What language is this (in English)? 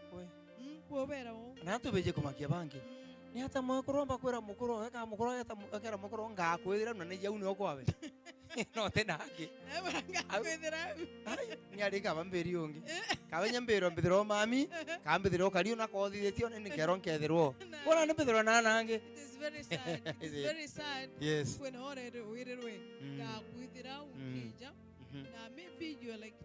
Meru